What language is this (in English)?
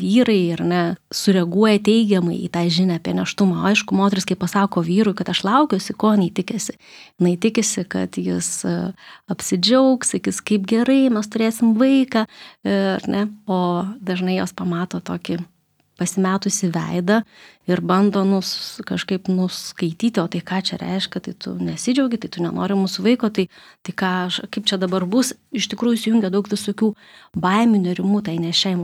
Lithuanian